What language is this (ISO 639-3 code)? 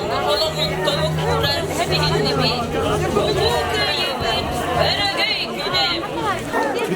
sah